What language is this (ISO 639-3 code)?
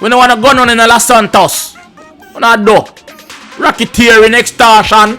jam